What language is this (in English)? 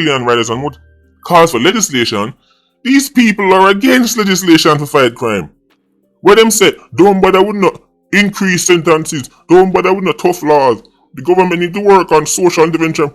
Jamaican Creole English